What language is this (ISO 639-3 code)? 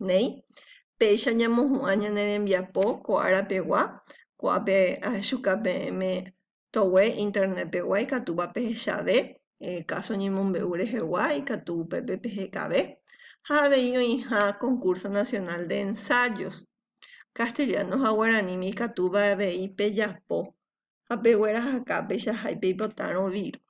grn